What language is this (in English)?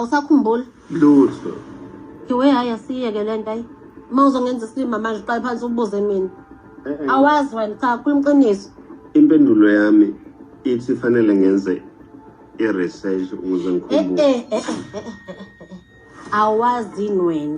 Zulu